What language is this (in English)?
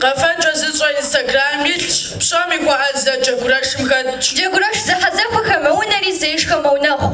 Kabardian